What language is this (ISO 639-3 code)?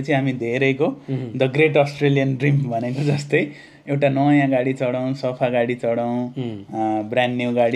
nep